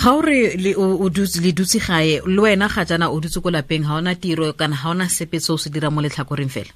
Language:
Tswana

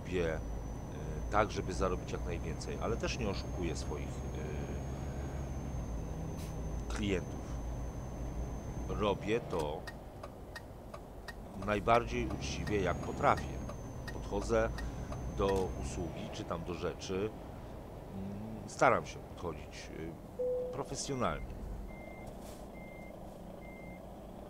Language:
Polish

